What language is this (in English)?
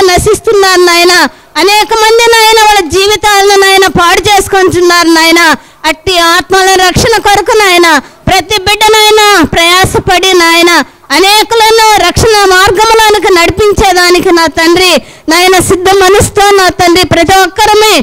Telugu